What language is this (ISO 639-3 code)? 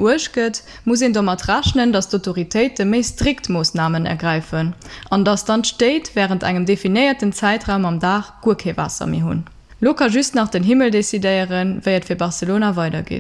ltz